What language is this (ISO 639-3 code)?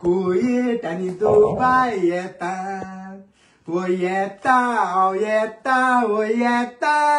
kok